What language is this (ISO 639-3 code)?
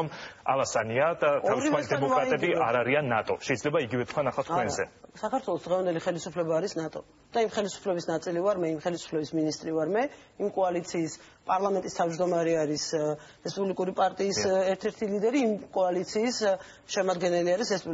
kat